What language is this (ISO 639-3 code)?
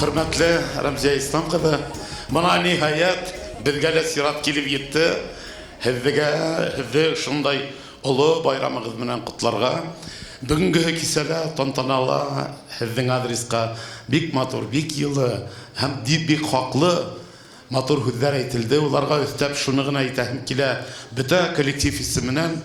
bak